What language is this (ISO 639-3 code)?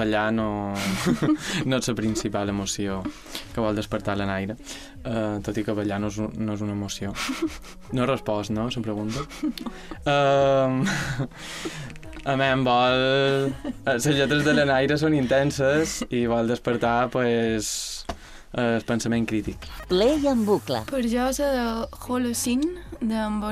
cat